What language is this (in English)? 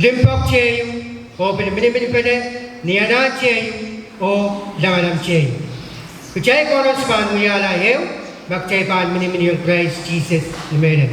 Pohnpeian